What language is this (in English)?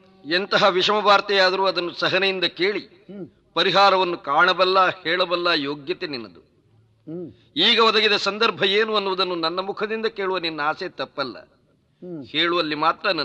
Kannada